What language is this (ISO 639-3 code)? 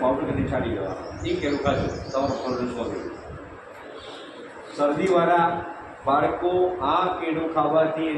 guj